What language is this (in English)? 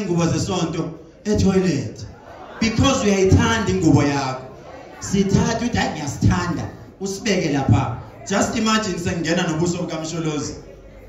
Zulu